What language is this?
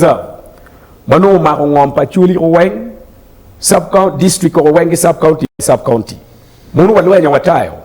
Acoli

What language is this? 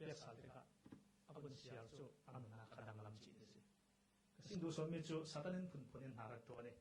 Falam Chin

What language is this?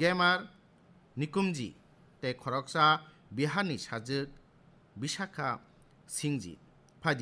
Kok Borok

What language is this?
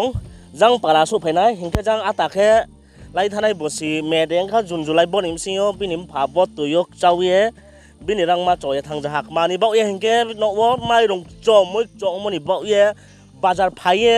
Riang (India)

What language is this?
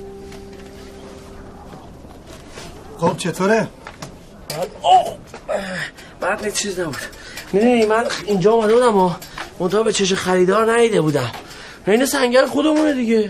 Persian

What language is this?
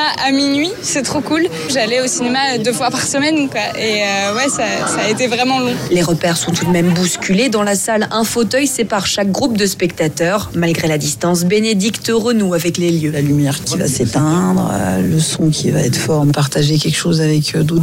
French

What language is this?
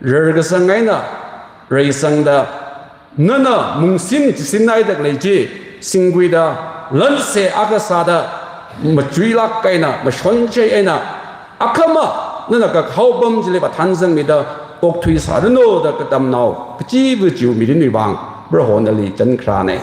Tangkhul Naga (India)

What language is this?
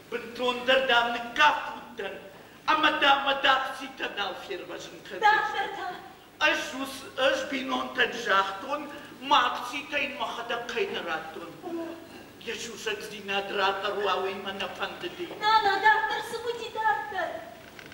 Ossetic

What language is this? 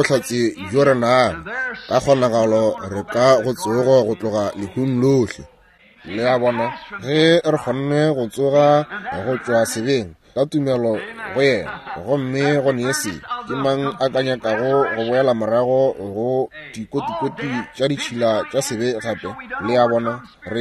Northern Sotho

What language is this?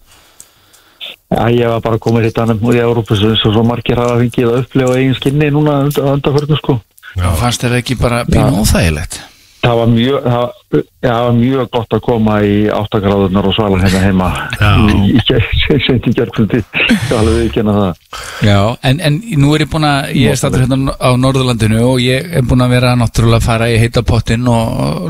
Icelandic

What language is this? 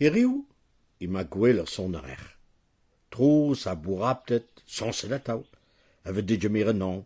Breton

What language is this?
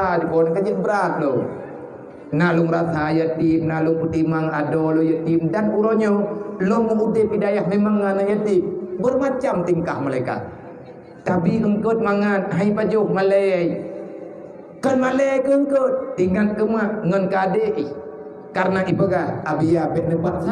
Achinese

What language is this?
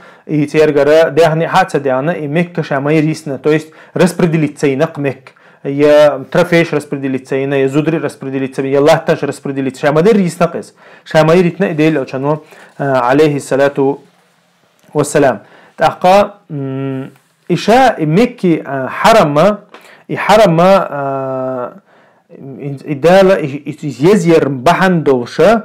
Chechen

